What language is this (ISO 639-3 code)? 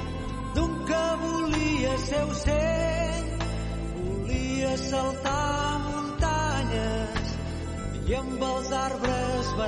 cat